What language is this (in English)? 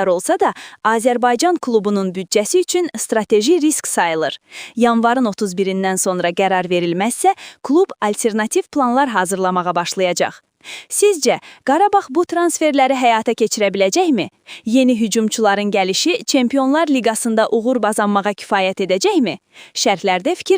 Azerbaijani